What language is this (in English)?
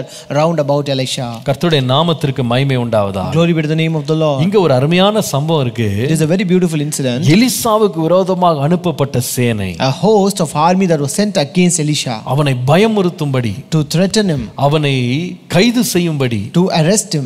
Tamil